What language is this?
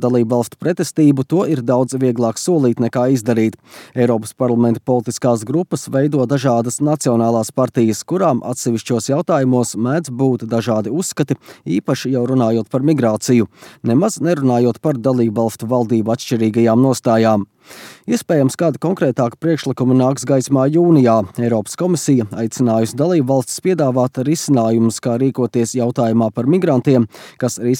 Latvian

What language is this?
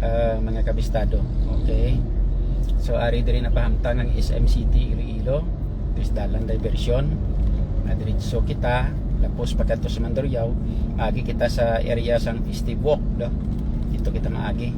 Hiligaynon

